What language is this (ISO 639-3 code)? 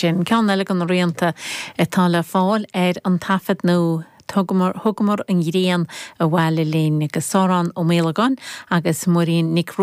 gle